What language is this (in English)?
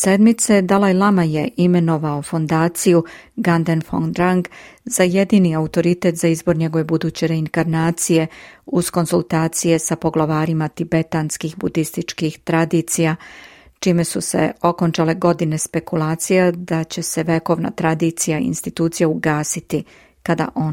Serbian